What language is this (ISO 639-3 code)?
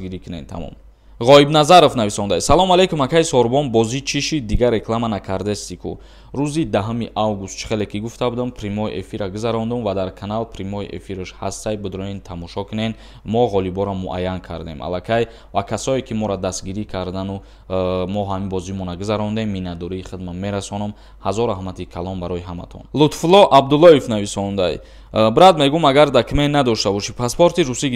tgk